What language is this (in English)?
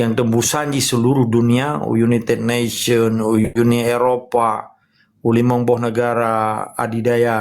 Achinese